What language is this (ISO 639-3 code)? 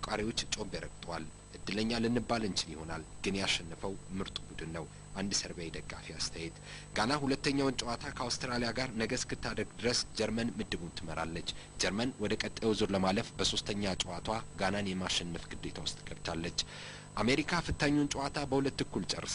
amh